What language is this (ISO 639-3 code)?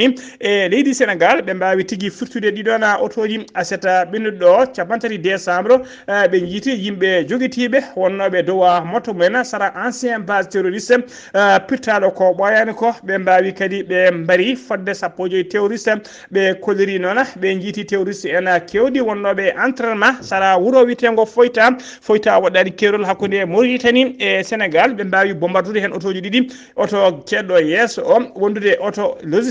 ful